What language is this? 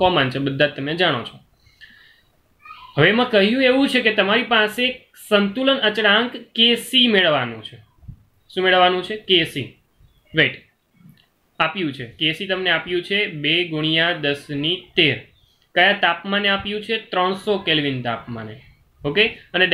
Gujarati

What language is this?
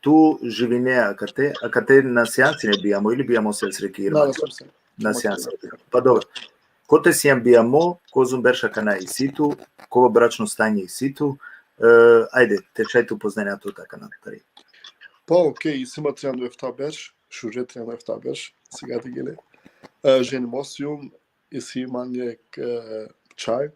Balkan Romani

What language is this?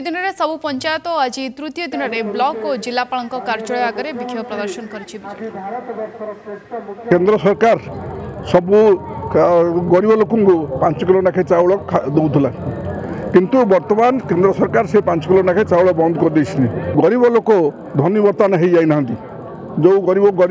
Odia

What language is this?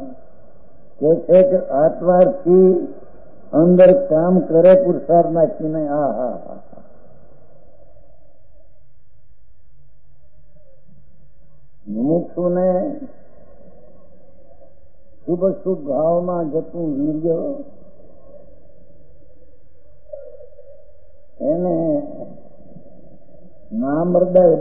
Gujarati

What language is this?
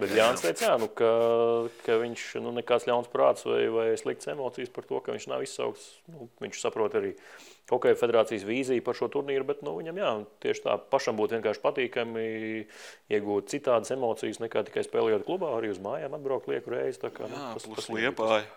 Latvian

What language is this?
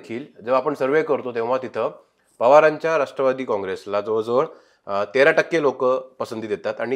Marathi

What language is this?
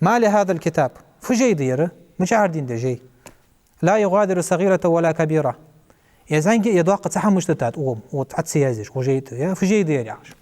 Ingush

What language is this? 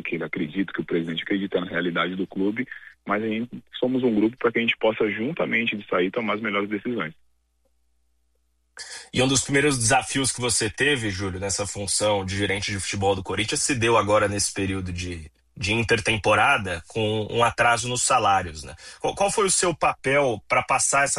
Portuguese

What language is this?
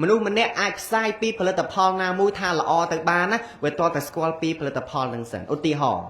Khmer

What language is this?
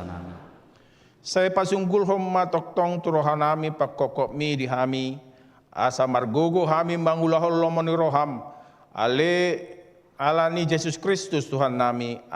Batak Toba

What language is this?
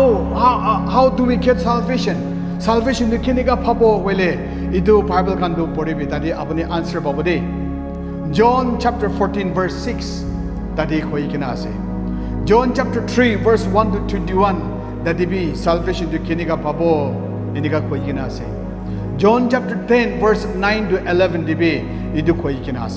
Naga Pidgin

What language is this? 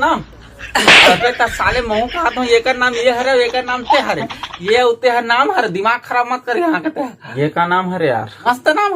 Chhattisgarhi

